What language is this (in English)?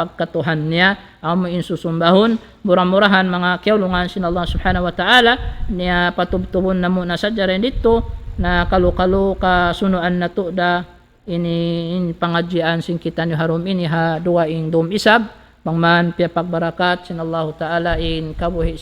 Tausug